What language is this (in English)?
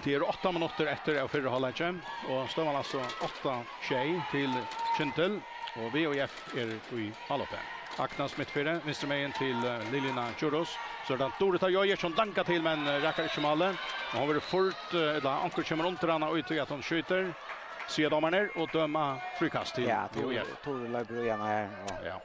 Faroese